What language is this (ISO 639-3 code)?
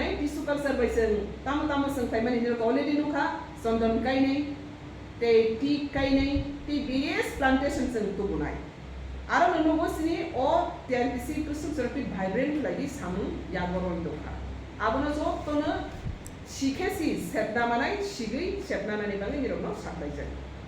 trp